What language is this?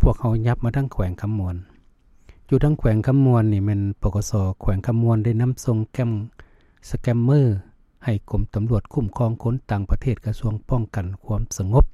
Lao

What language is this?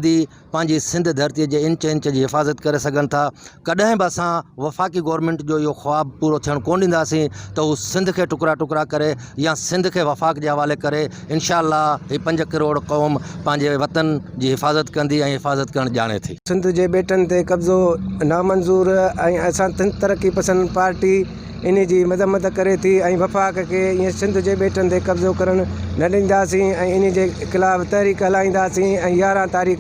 Sindhi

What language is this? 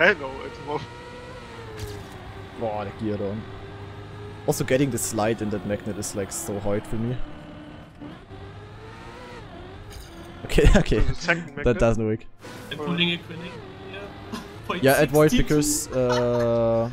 English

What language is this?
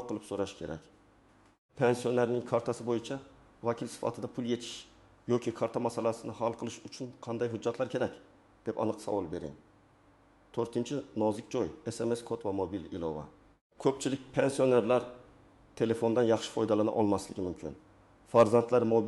Uzbek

